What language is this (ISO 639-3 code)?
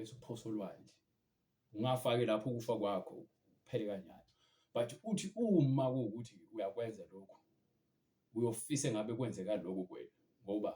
zul